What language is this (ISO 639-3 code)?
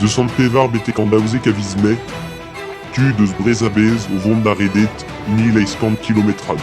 bre